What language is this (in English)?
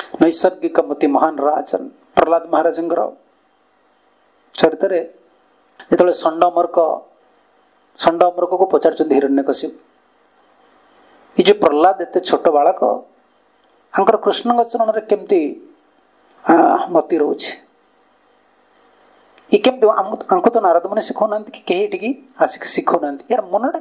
Odia